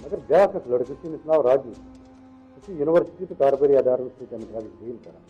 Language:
Kashmiri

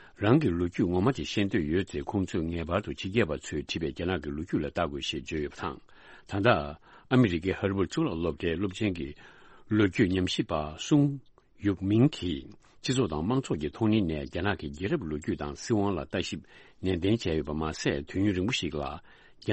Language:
Tibetan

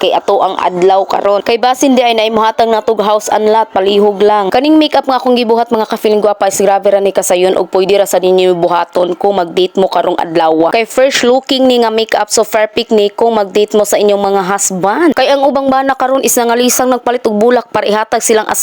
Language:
Cebuano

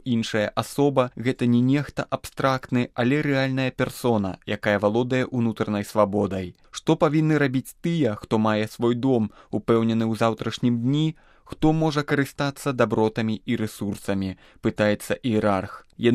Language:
Belarusian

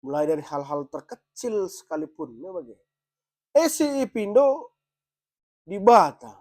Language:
Batak Karo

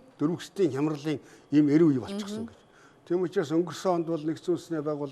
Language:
Mongolian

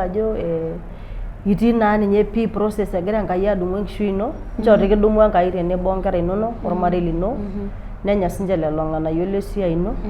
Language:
Masai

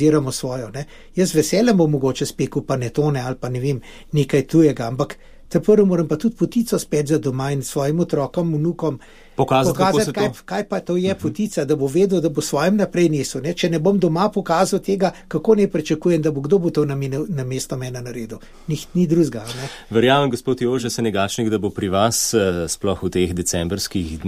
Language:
Slovenian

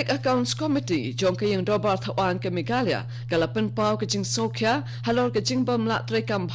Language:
Khasi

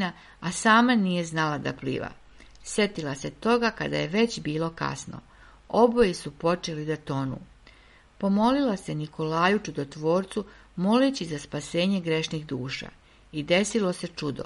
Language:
Serbian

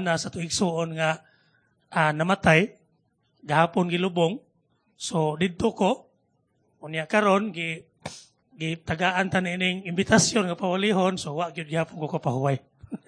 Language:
Cebuano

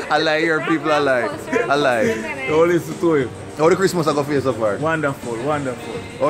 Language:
Jamaican Creole English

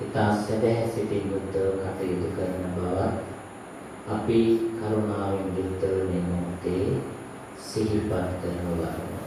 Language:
Sinhala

